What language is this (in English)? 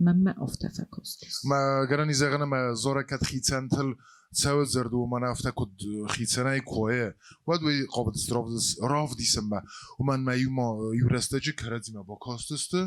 Ossetic